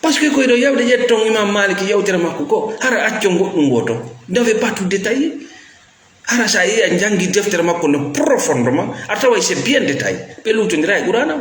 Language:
Fula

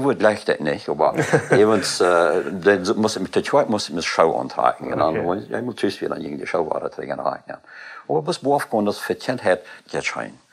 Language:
Plautdietsch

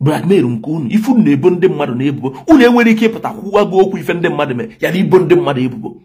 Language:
Igbo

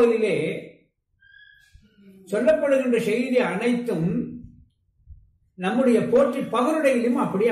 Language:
Tamil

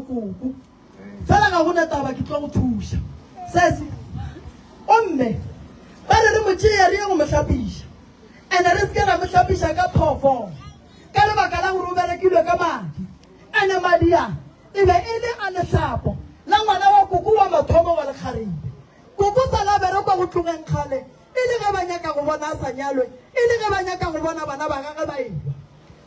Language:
Northern Sotho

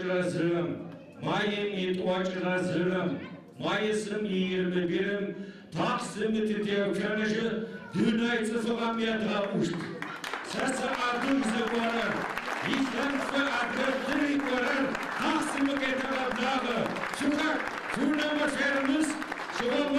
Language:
Adyghe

